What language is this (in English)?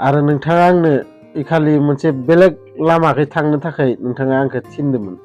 Bodo